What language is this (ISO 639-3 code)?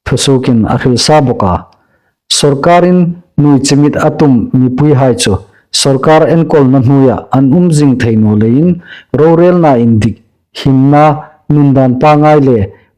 hmr